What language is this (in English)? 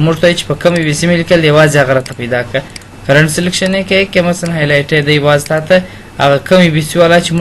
Pashto